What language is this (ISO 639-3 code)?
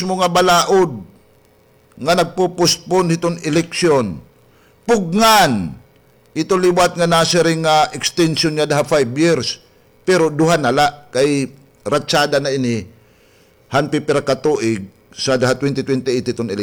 war